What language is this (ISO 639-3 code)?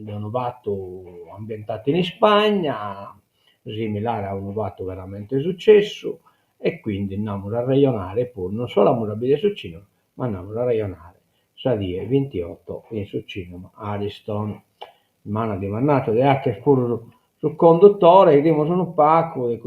srd